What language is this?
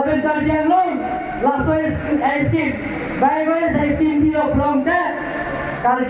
Karbi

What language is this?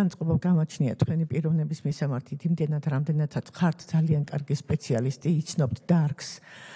Georgian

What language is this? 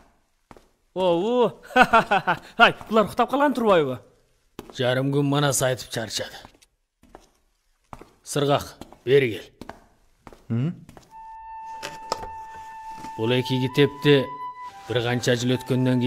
Kyrgyz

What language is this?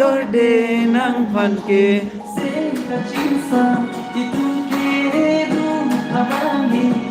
Karbi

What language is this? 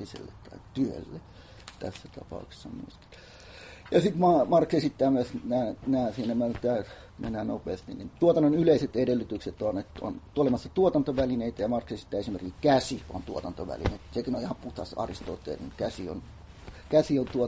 Finnish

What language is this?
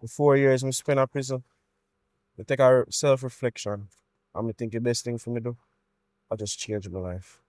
Jamaican Creole English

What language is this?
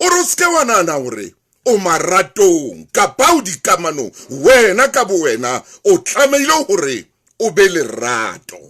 Southern Sotho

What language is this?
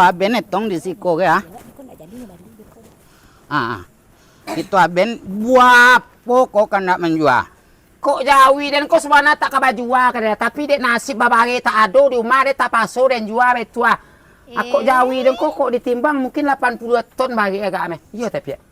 Minangkabau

